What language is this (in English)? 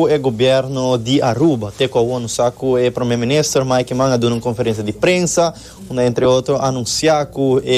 Papiamento